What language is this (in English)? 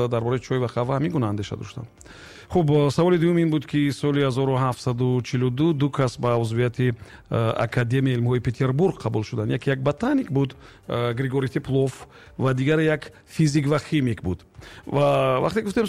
Tajik